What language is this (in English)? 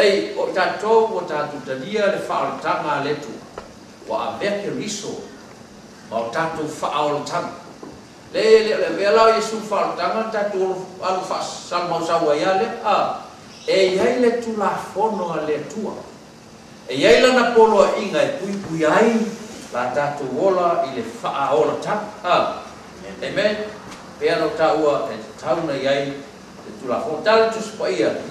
Samoan